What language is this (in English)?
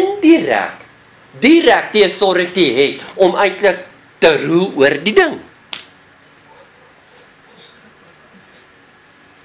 Afrikaans